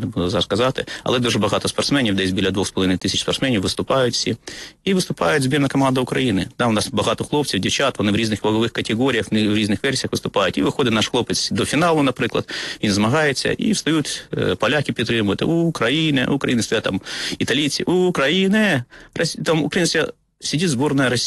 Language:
Ukrainian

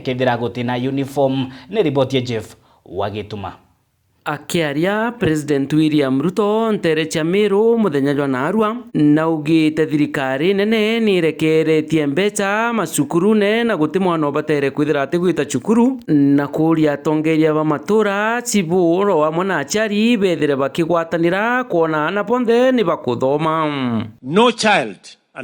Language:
Meru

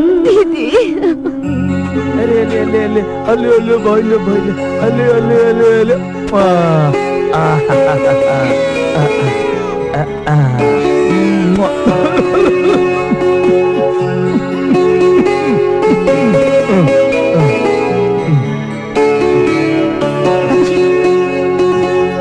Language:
Bhojpuri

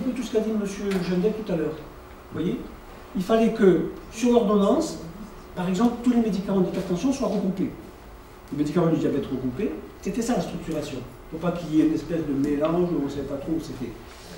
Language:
French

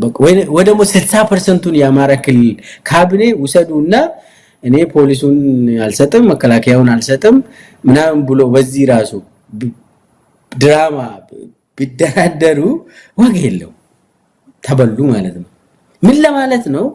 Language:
Amharic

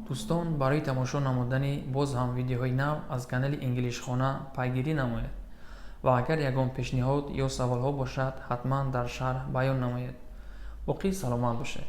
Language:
Tajik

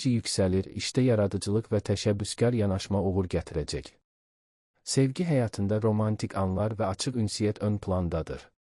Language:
Azerbaijani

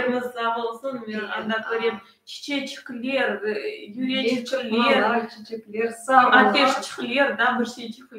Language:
Crimean Tatar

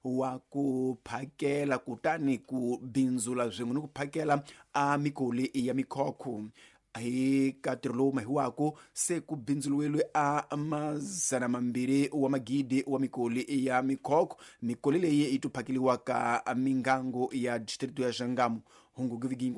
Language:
Tsonga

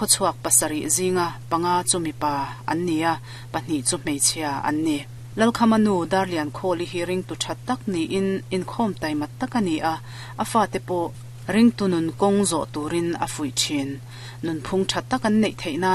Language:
Mizo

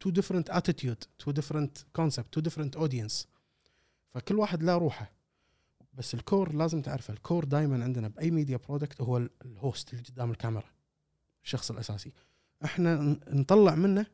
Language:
Gulf Arabic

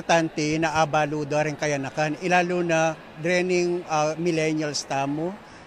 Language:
Pampanga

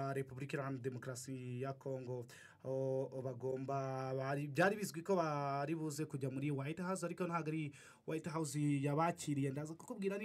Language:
Kinyarwanda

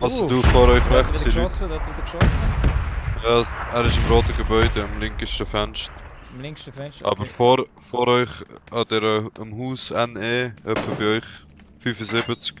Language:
Swiss German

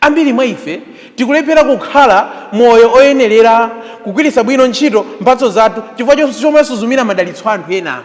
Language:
Nyanja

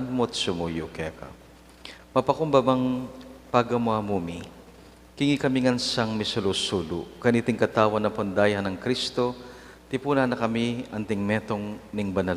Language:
Pampanga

